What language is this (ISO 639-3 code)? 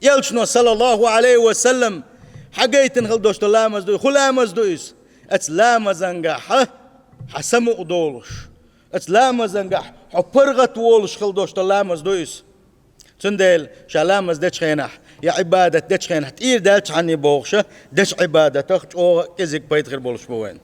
che